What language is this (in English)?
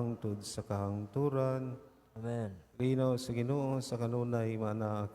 Cebuano